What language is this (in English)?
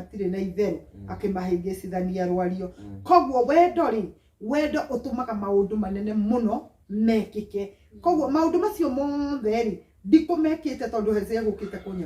Kikuyu